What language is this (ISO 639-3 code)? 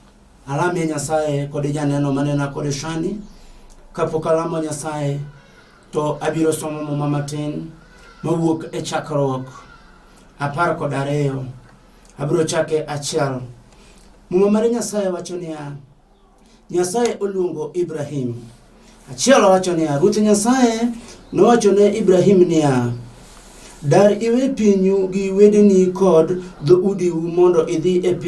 luo